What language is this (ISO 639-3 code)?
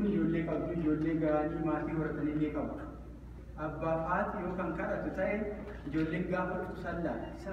orm